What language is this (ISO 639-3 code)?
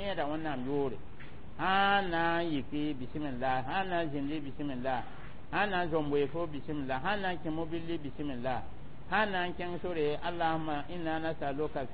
mos